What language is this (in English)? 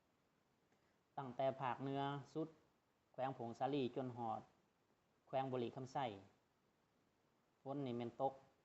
Lao